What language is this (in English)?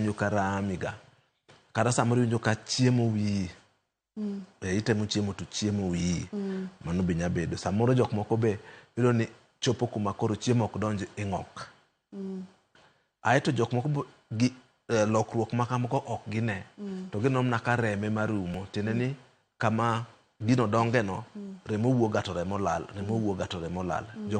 Luo (Kenya and Tanzania)